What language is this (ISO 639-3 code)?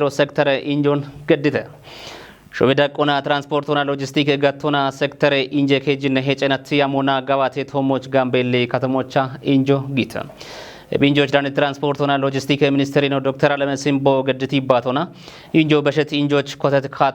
kbr